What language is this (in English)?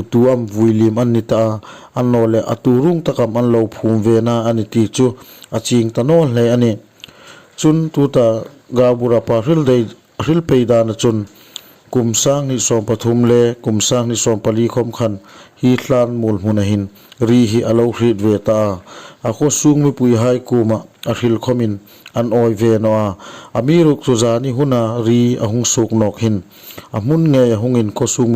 Hmar